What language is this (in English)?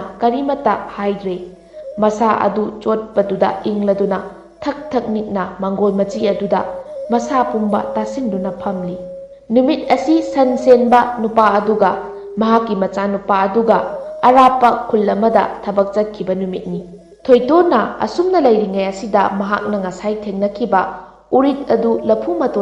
Manipuri